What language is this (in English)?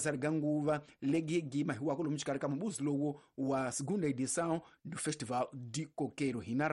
Tsonga